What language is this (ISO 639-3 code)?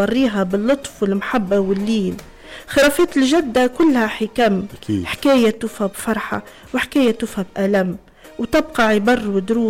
aeb